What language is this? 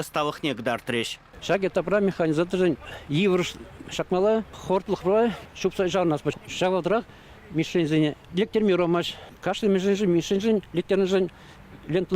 Chuvash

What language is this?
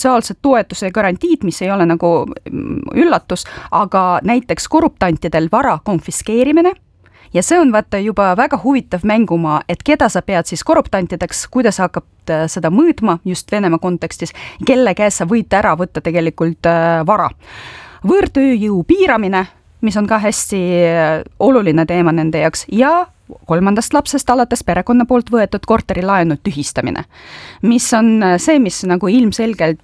Estonian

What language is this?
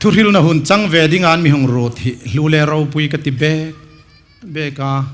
Hmar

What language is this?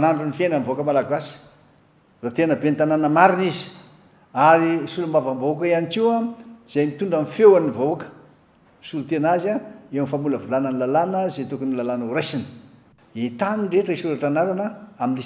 Malagasy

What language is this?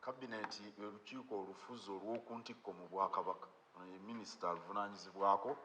Ganda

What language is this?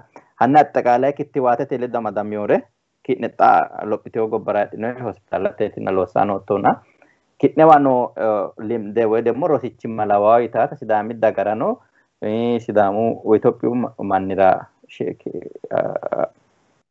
Sidamo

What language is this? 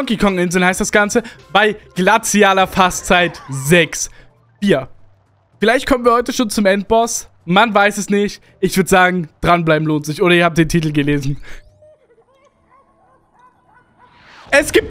German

